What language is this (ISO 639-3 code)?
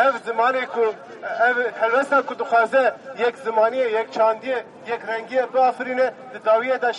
kur